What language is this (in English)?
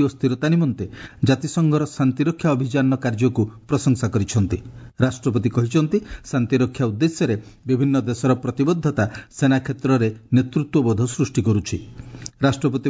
Odia